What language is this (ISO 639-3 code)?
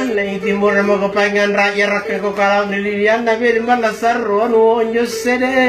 mak